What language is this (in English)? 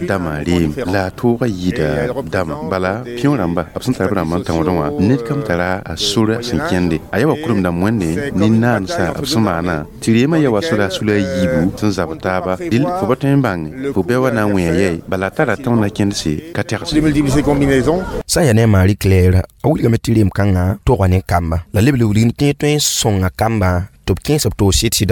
Mossi